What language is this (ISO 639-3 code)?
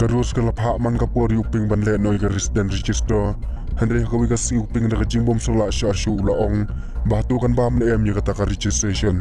kha